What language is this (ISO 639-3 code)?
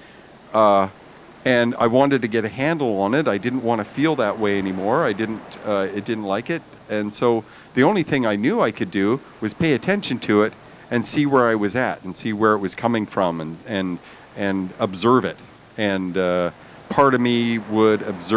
eng